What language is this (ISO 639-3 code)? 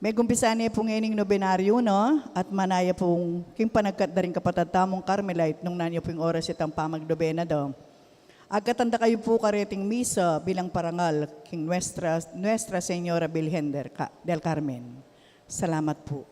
pam